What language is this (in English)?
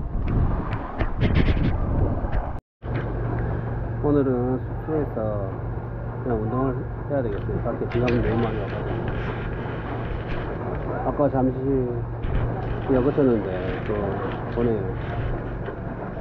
Korean